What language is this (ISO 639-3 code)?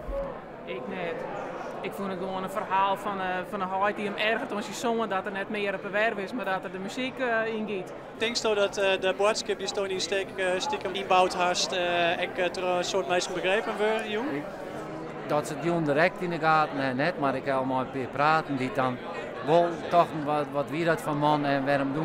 fry